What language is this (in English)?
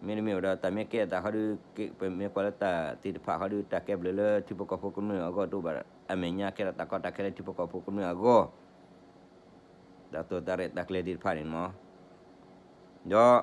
S'gaw Karen